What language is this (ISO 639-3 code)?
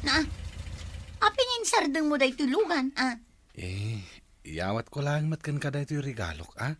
ilo